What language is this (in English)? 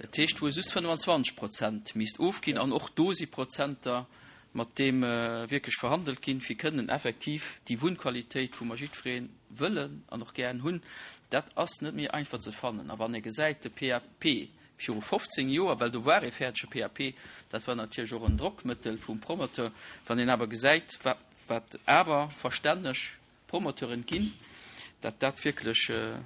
Luxembourgish